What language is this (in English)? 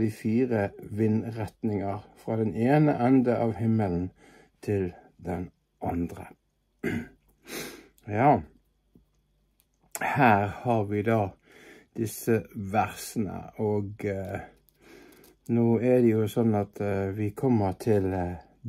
Norwegian